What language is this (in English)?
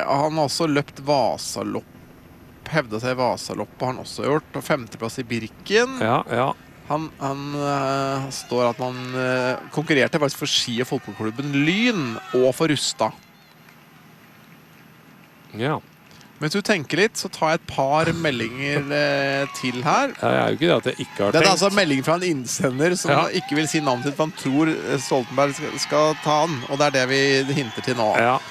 Norwegian